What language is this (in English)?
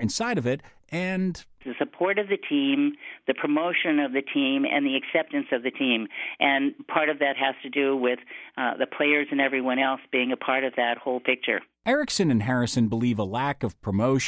English